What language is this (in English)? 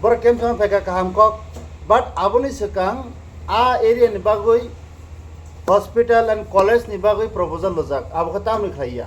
Kok Borok